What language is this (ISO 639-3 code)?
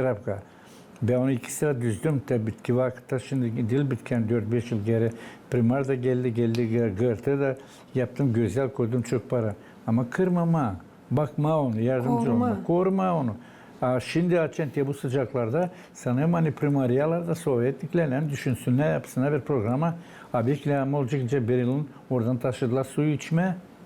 gag